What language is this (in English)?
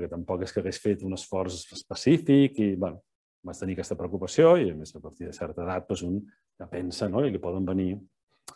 Catalan